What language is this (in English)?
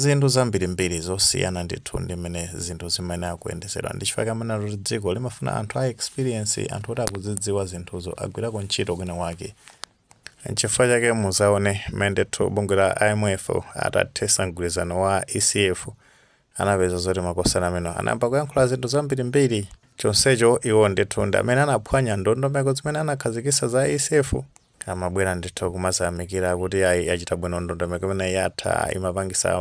Nyanja